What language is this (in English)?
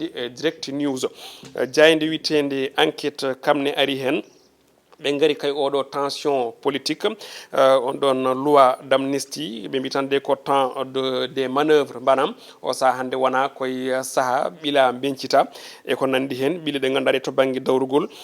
Fula